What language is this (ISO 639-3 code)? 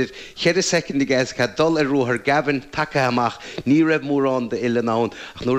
gle